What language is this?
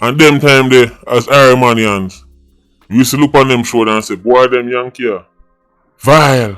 Jamaican Creole English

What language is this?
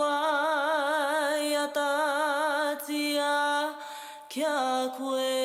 Māori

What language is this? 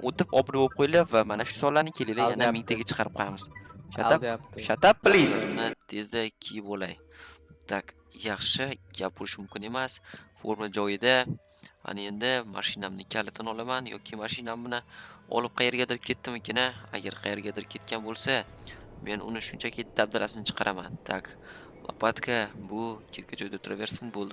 Uzbek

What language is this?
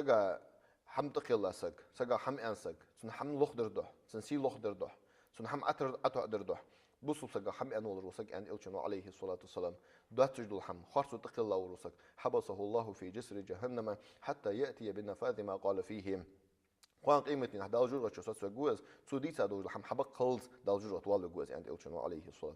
Ingush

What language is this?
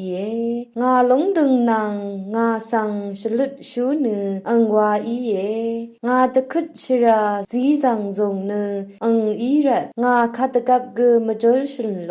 Rawang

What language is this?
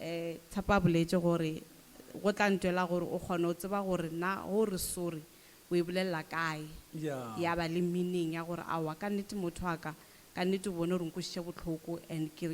Northern Sotho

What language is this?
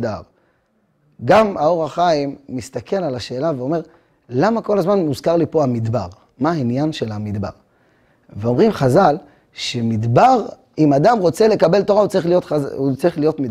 Hebrew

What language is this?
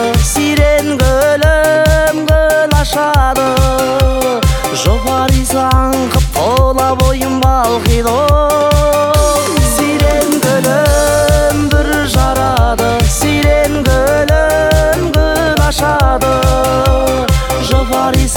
Kazakh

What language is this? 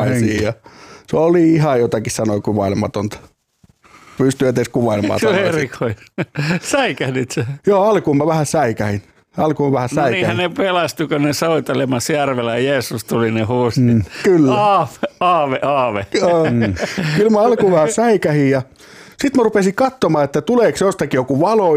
Finnish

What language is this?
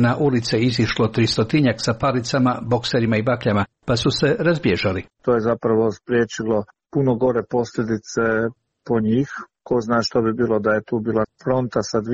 Croatian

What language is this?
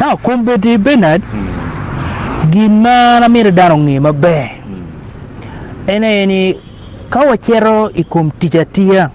Acoli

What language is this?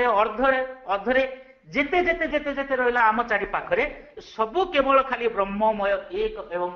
Odia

